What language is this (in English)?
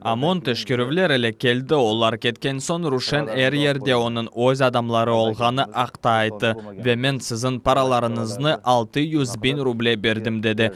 Crimean Tatar